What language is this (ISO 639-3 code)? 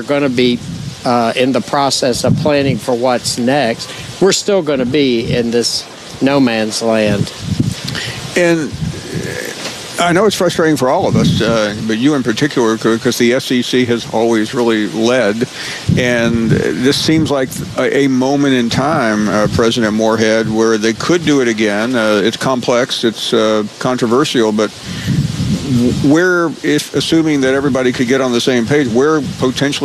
eng